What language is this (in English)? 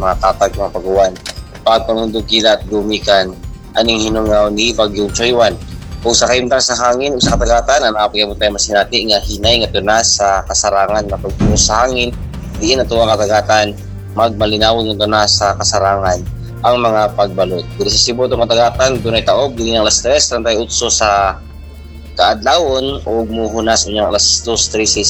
Cebuano